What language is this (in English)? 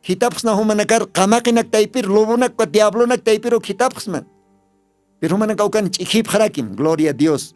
Aymara